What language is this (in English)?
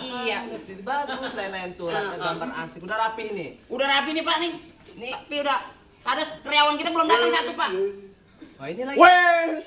Betawi